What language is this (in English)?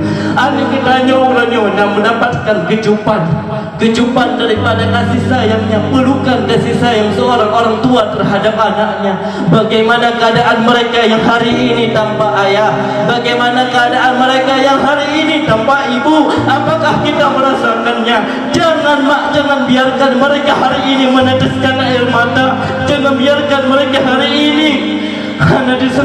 Achinese